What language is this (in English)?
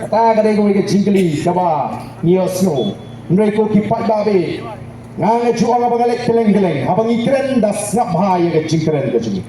Khasi